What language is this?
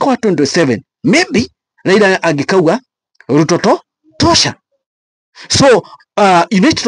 Kikuyu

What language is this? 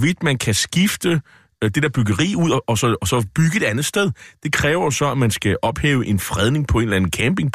Danish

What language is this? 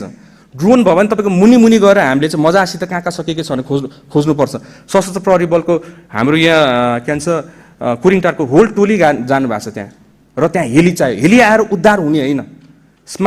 Nepali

